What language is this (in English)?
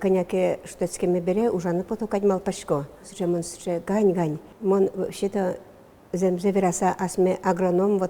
Udmurt